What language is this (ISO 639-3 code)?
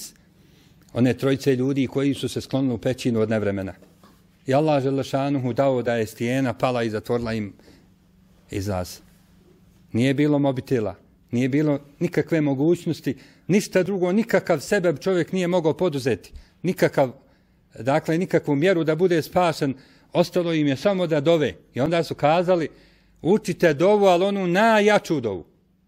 bos